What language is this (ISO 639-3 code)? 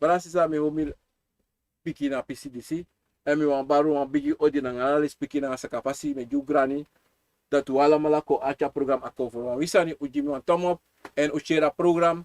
srn